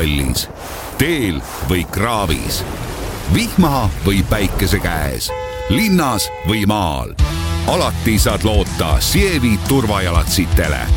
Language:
Estonian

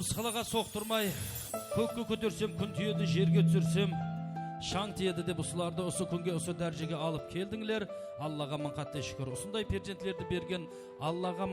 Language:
Kara-Kalpak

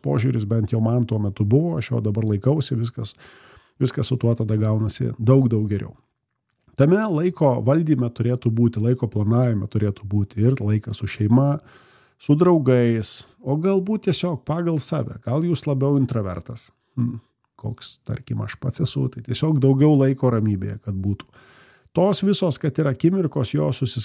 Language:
Lithuanian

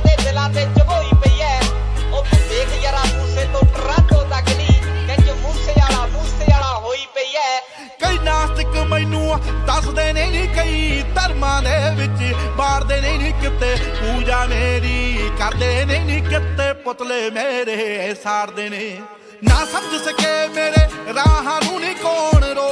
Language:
Punjabi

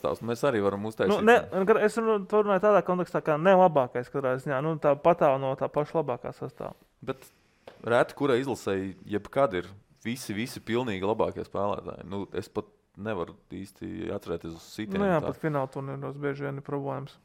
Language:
Latvian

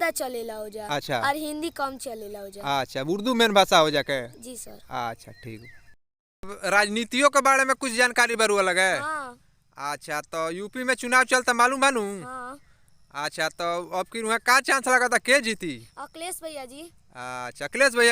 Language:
Bhojpuri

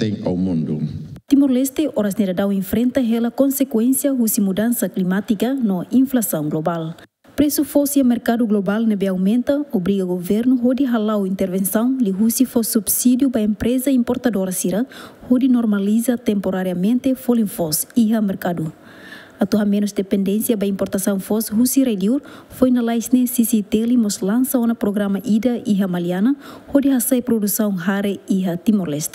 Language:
Tetum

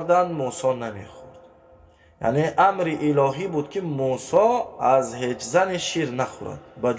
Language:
Tajik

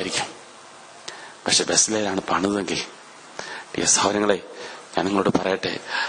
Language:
Malayalam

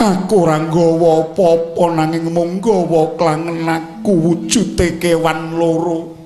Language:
Javanese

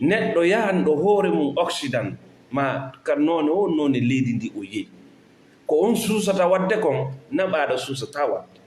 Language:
Fula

